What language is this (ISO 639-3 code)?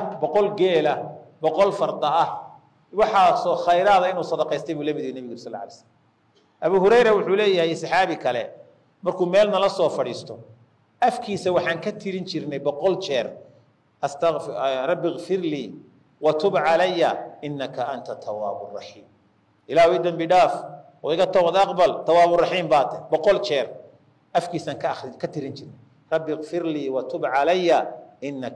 som